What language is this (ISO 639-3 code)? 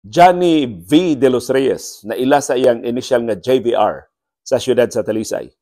ceb